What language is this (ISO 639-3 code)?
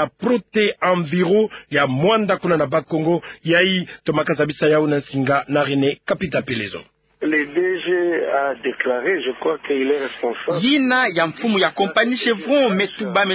ktu